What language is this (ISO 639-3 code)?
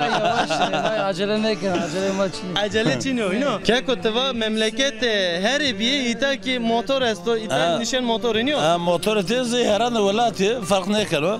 zza